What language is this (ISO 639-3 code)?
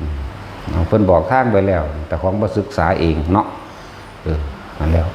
tts